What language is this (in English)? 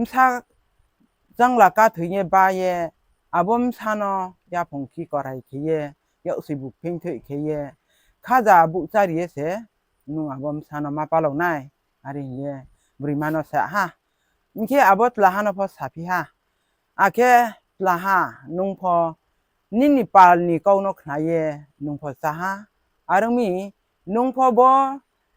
Riang (India)